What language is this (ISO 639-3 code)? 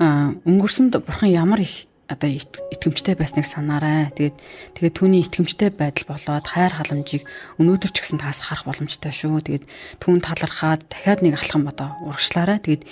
mon